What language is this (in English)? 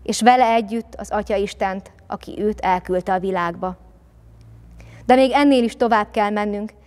Hungarian